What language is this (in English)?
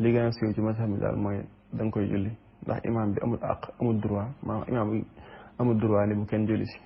Wolof